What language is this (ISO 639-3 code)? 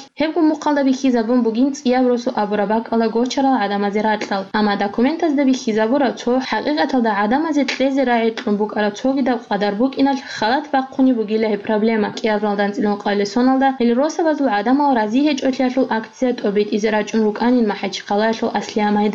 ava